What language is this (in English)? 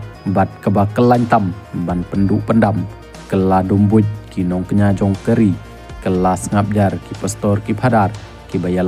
Khasi